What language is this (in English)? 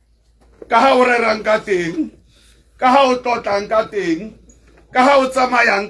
Tswana